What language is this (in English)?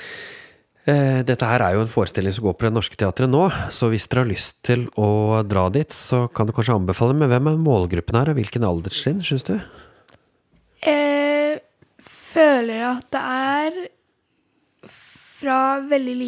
Norwegian